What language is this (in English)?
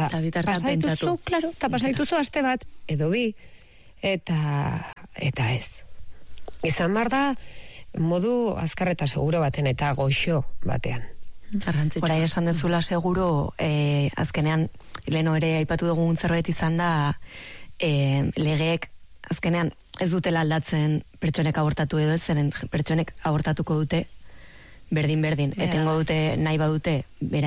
Basque